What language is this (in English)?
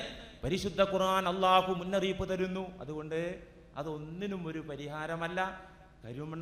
Malayalam